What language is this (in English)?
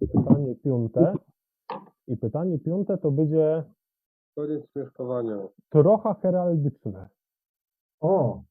Silesian